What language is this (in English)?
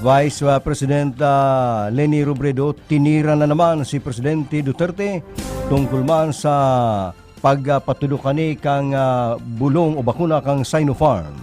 Bikol